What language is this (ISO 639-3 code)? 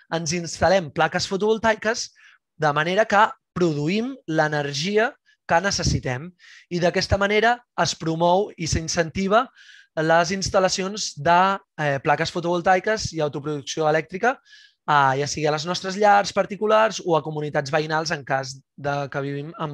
cat